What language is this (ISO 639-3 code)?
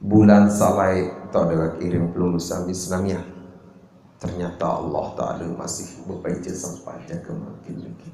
sas